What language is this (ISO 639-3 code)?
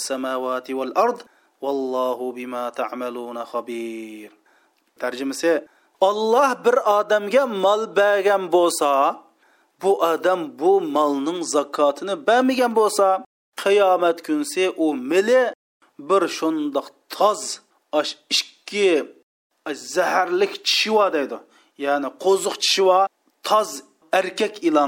uig